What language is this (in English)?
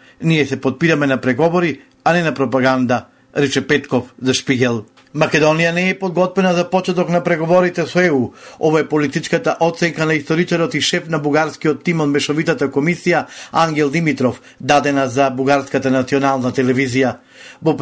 Macedonian